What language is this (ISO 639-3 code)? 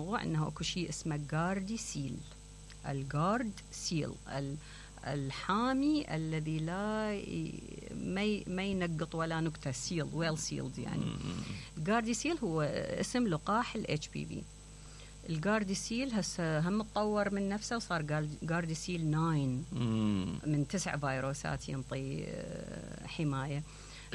acm